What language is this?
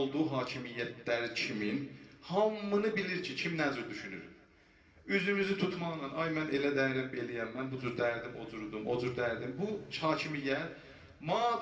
South Azerbaijani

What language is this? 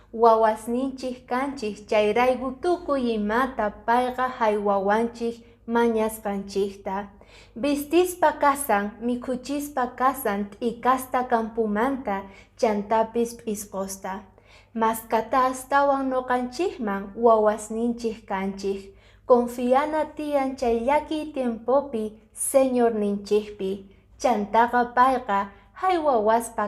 Quechua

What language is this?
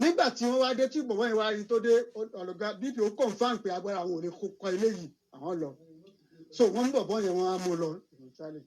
Yoruba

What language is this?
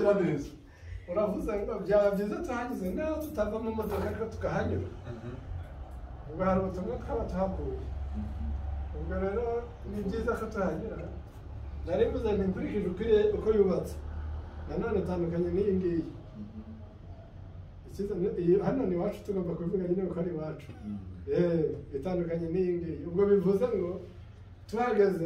Kinyarwanda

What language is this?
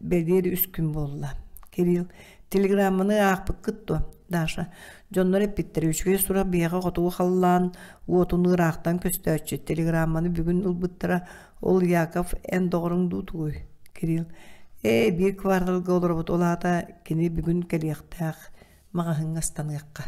Yakut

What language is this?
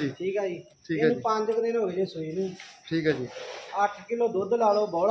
Punjabi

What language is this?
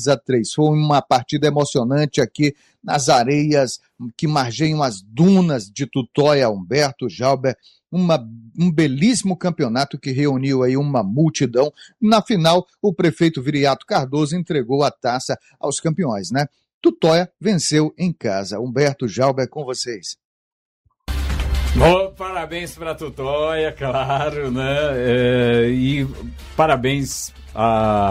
Portuguese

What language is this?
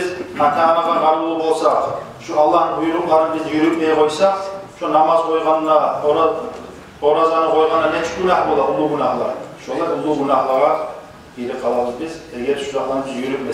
Kumyk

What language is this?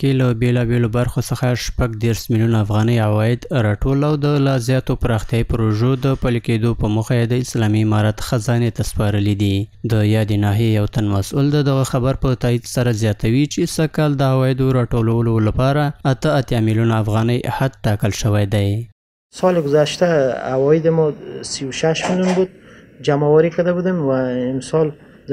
Pashto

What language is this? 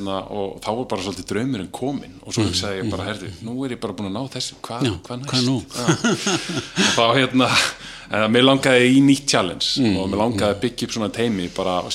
Icelandic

